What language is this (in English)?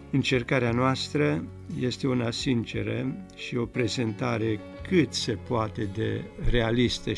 Romanian